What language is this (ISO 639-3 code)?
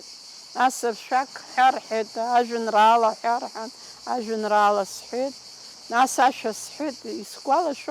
abk